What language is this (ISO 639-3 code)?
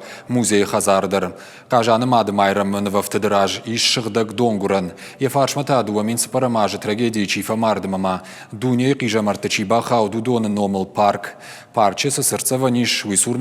oss